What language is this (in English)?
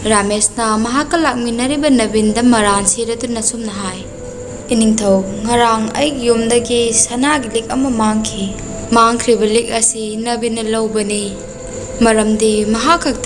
Manipuri